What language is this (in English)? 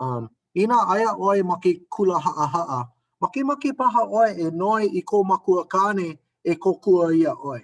Hawaiian